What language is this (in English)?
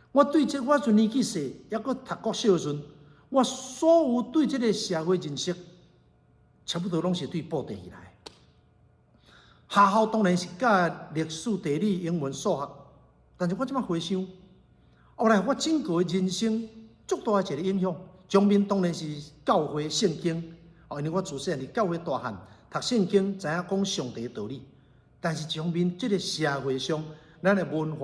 Min Nan Chinese